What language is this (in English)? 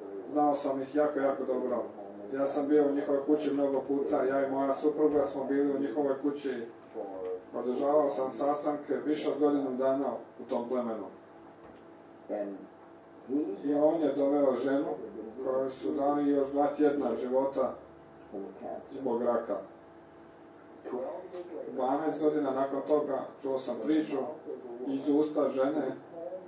Croatian